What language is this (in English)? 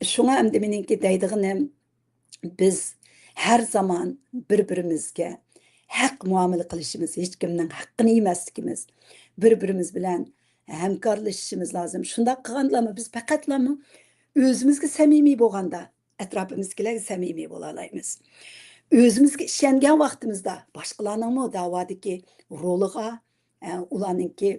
Uyghur